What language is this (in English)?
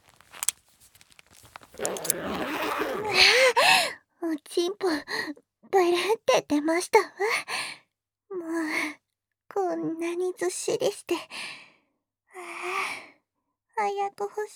Japanese